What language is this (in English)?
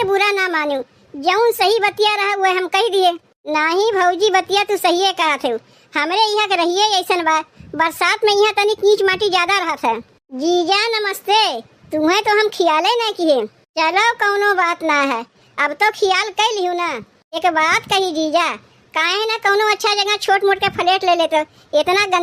Awadhi